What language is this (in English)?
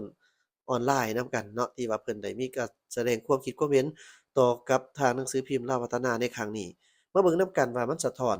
Lao